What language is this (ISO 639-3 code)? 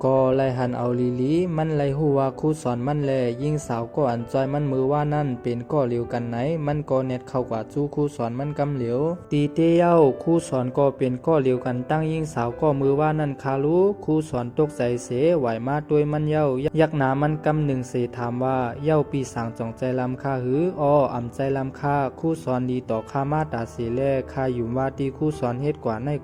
shn